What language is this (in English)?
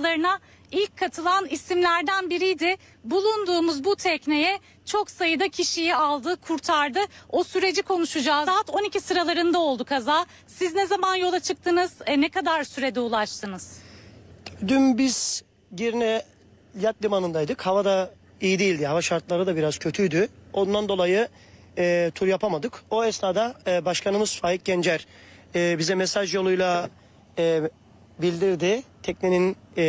Turkish